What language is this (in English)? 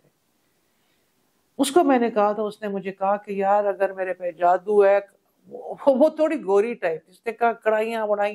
Urdu